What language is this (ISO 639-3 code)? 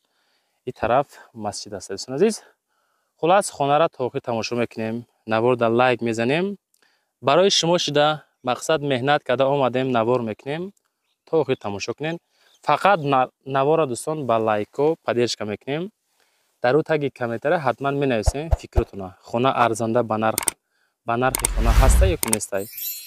tgk